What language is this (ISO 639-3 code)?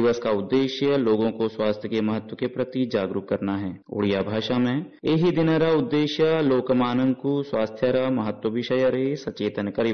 san